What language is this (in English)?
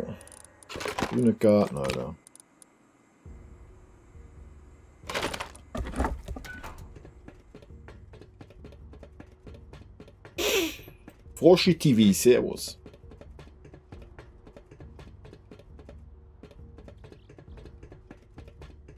German